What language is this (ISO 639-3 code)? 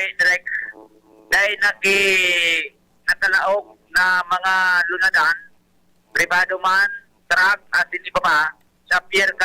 bik